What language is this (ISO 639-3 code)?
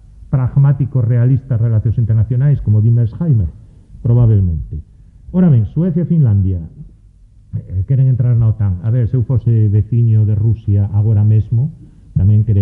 glg